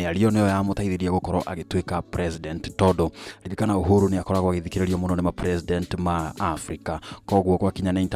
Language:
Kikuyu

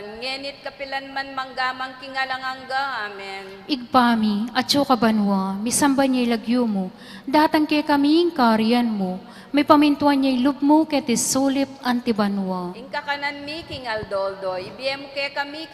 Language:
Pampanga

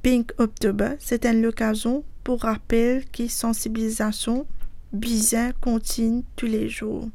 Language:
Morisyen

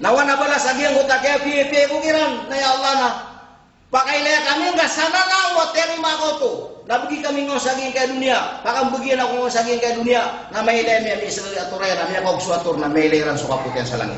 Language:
Maranao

